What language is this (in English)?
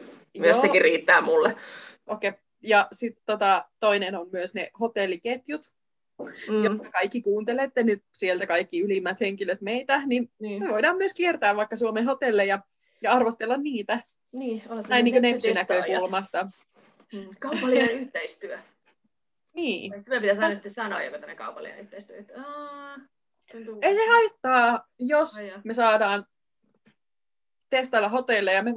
Finnish